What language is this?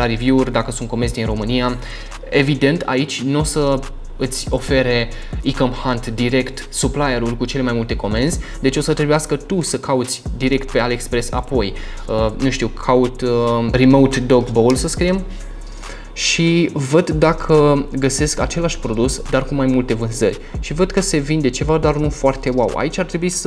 Romanian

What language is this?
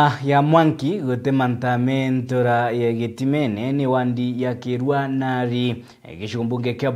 Meru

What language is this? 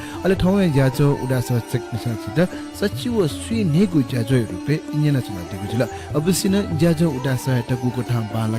Newari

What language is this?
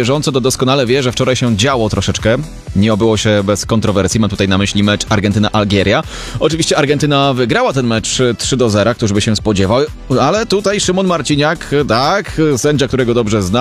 Polish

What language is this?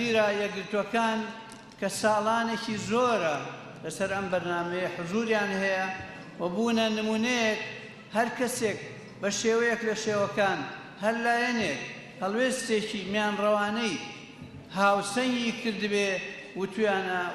Central Kurdish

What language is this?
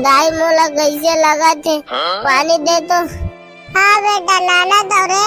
Chhattisgarhi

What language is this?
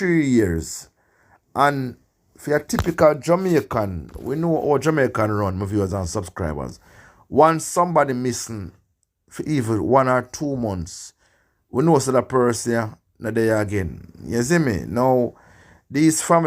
Jamaican Creole English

